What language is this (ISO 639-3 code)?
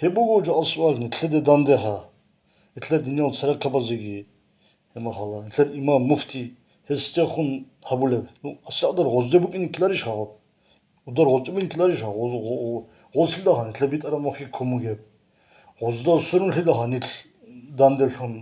ava